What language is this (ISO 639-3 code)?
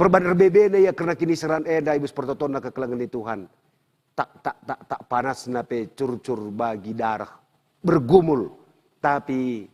btx